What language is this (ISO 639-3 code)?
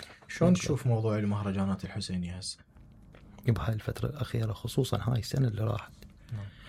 acm